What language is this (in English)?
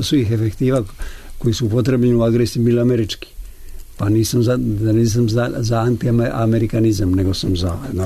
Serbian